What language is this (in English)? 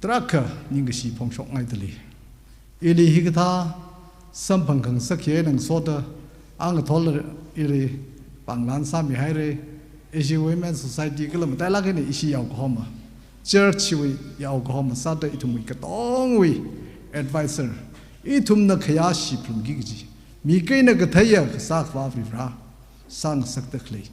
Tangkhul Naga (India)